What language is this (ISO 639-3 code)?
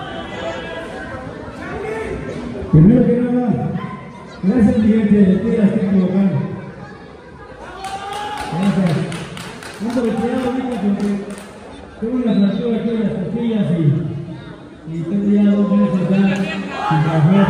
spa